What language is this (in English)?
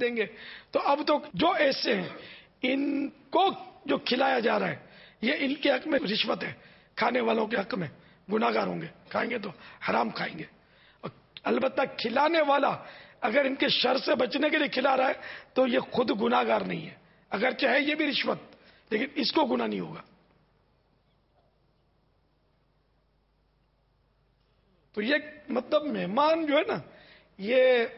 Urdu